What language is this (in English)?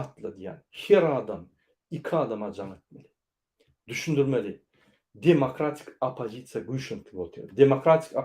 Turkmen